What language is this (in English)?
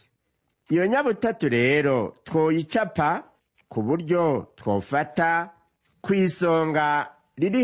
Rundi